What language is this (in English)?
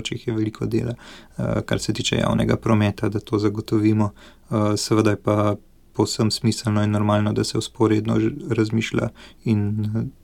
Slovenian